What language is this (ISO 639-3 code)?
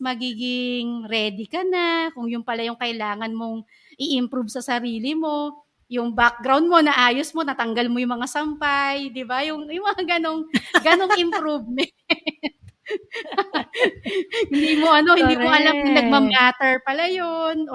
fil